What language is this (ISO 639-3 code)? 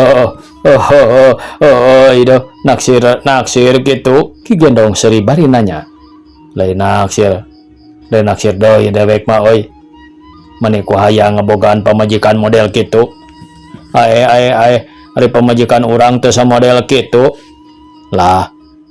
sun